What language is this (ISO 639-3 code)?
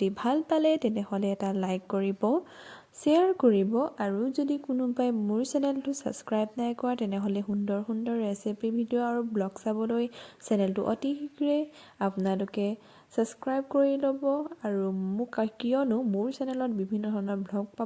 asm